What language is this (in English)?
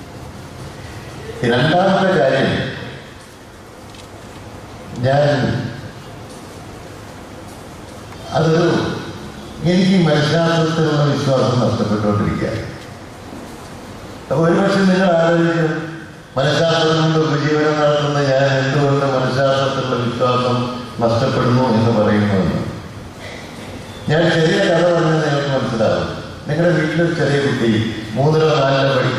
Malayalam